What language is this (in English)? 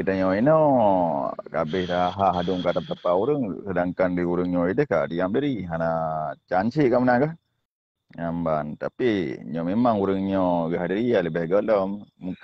Achinese